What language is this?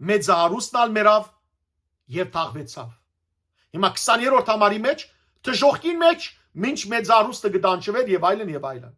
Western Armenian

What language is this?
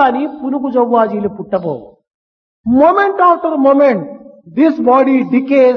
Telugu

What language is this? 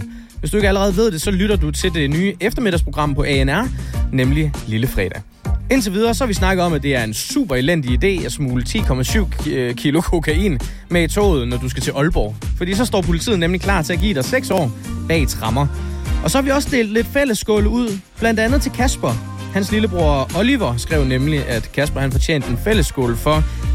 Danish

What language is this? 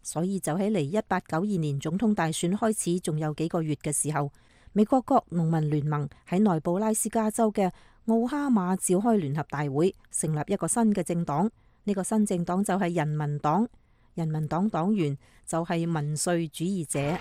Cantonese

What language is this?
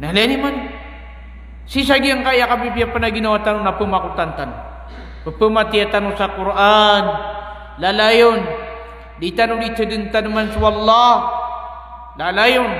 Maranao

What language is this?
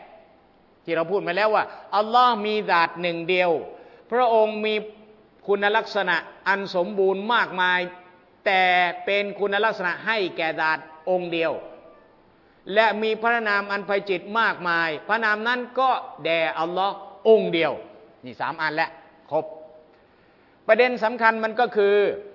Thai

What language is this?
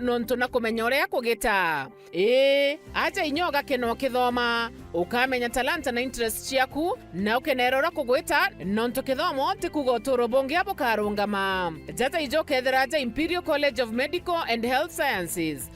Meru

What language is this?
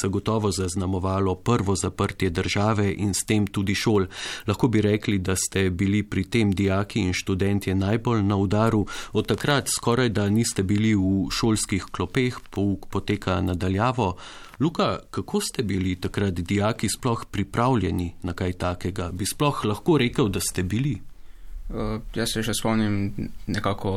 Slovenian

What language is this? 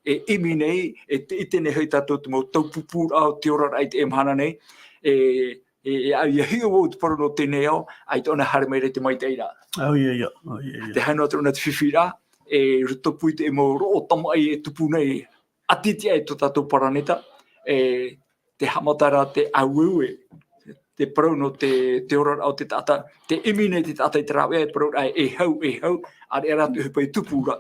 Tahitian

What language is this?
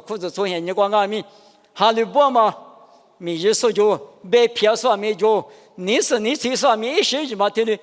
Lisu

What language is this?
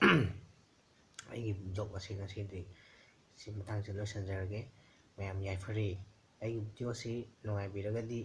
Manipuri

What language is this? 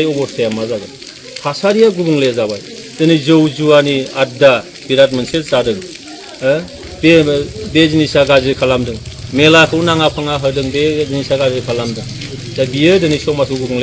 Bodo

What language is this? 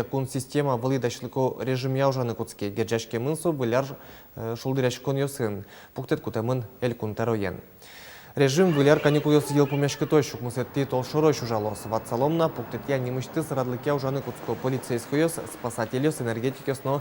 Udmurt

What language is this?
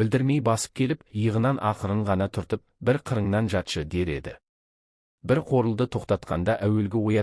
Kazakh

